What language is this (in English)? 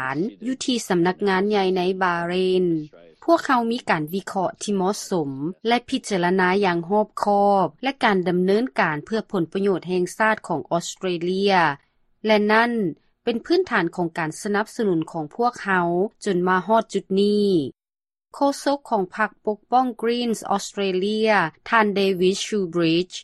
Lao